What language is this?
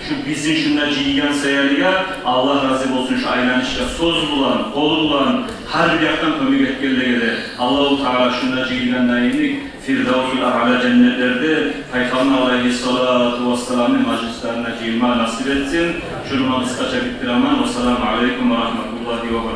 Kumyk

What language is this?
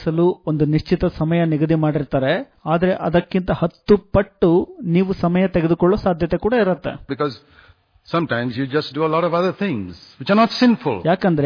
Kannada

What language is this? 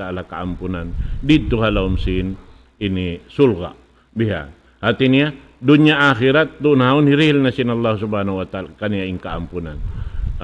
Tausug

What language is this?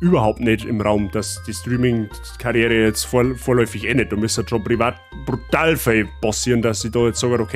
Bavarian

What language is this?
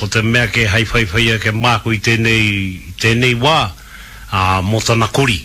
Māori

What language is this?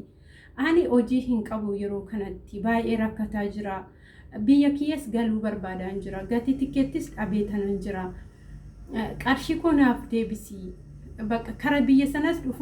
Oromo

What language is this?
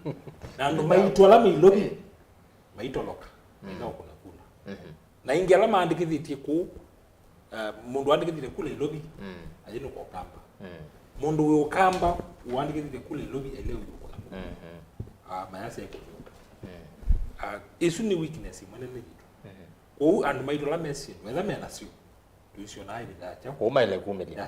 Kamba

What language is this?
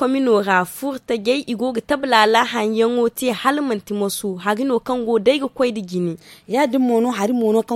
Zarma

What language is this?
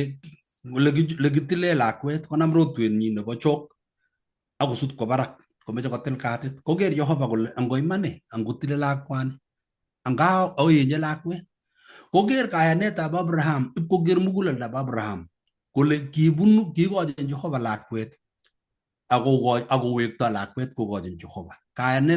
Kalenjin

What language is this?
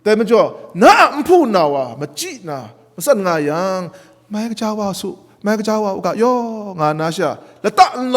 Kachin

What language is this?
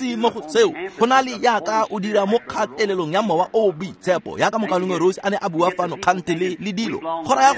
Tswana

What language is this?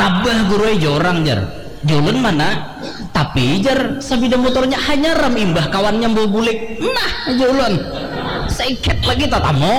Banjar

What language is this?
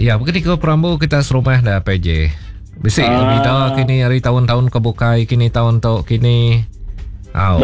Iban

